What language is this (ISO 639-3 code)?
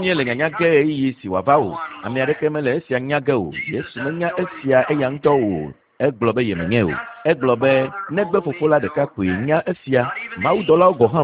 ewe